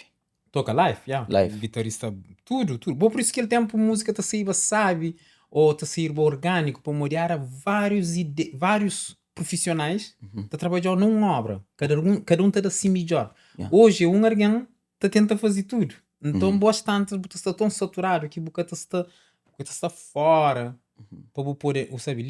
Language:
Kabuverdianu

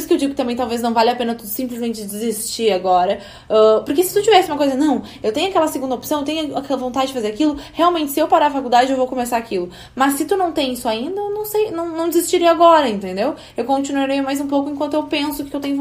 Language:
Portuguese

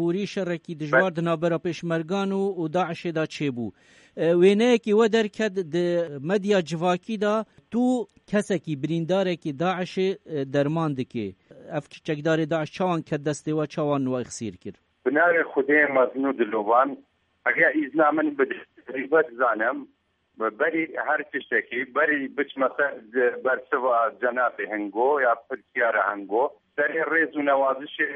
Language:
Kurdish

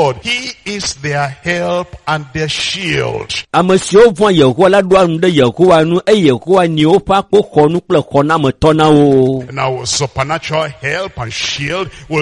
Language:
Ewe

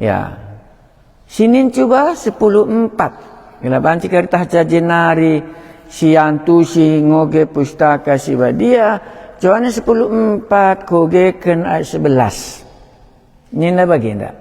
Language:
Batak Karo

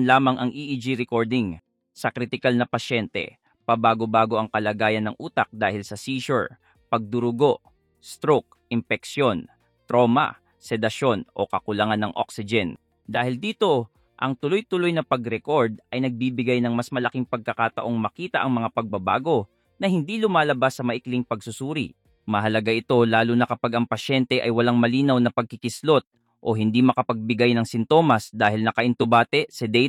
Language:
Filipino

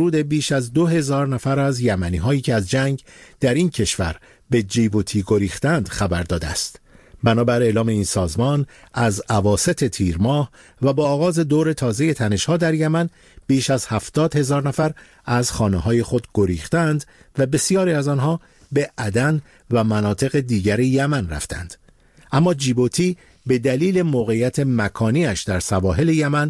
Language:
Persian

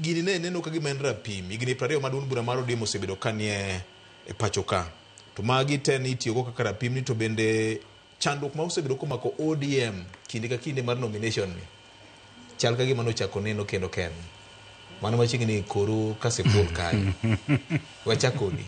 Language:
Luo (Kenya and Tanzania)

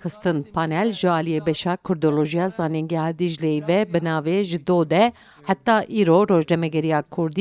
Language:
Kurdish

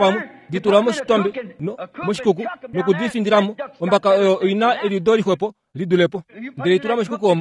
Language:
Kuanyama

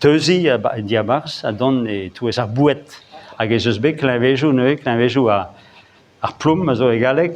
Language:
Breton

